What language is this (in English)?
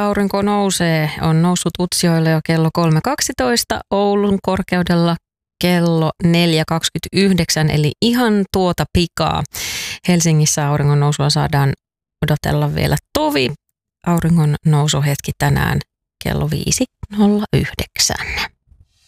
Finnish